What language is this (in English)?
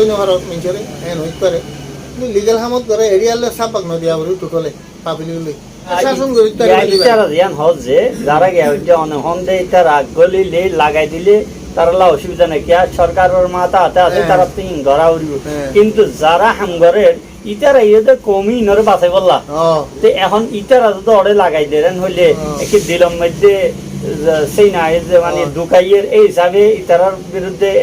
Rohingya